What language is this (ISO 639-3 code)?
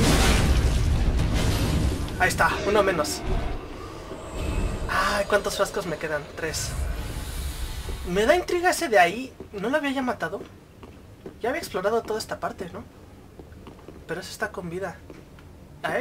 spa